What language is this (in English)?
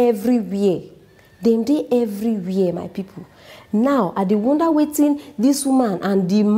Nigerian Pidgin